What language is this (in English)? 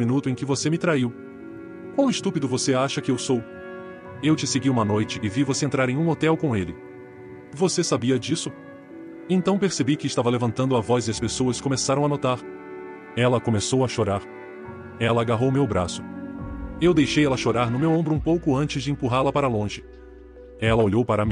Portuguese